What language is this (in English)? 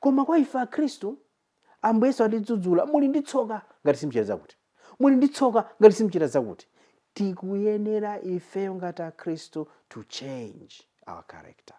Nyanja